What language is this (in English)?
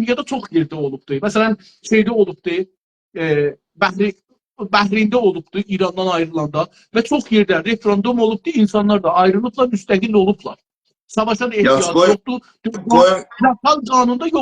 South Azerbaijani